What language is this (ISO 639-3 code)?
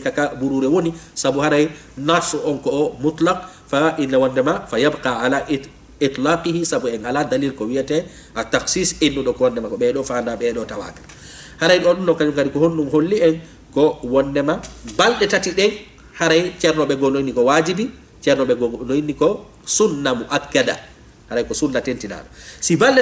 ful